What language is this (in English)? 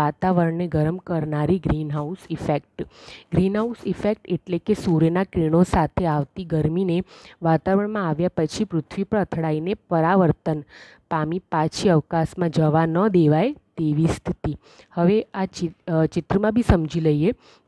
Gujarati